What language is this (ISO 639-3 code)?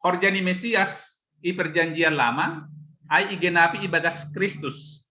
bts